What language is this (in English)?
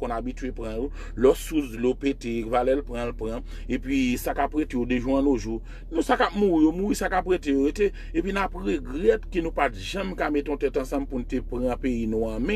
Haitian Creole